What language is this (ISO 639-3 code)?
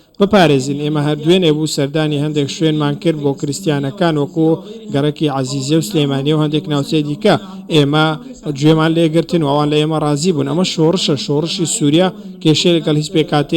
ckb